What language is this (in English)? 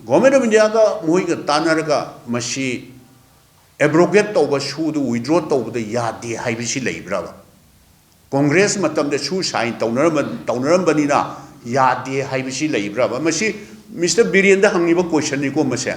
Manipuri